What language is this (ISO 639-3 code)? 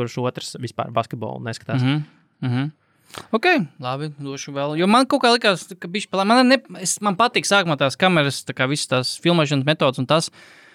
lav